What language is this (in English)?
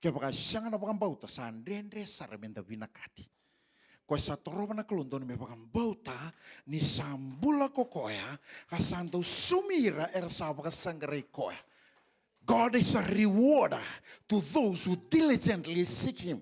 Fijian